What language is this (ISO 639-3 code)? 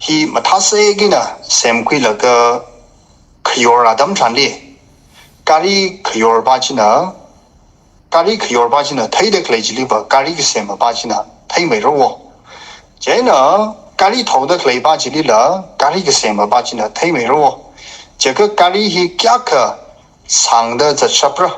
nmf